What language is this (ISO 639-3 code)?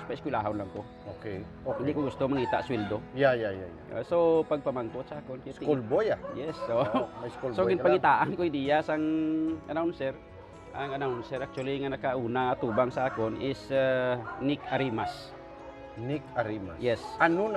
hil